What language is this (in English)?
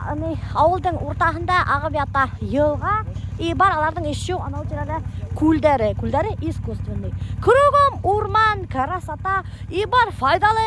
Bashkir